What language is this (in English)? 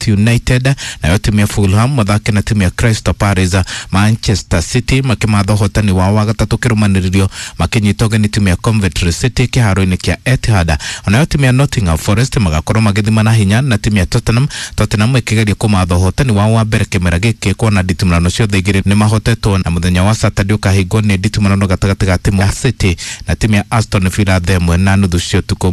Kikuyu